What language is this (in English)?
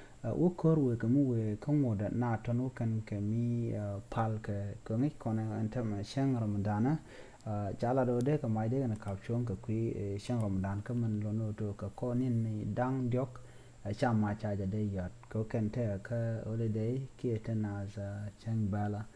Nuer